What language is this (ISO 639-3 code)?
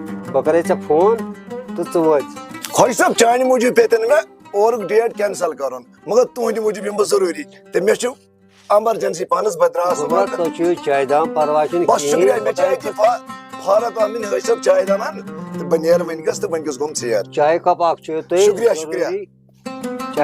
kas